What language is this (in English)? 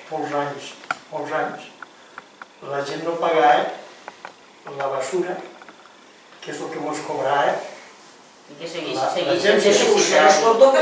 Catalan